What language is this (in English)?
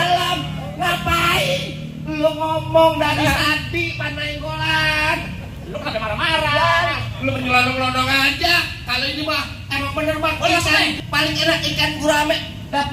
Betawi